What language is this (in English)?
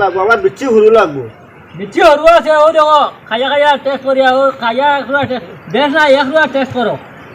Sylheti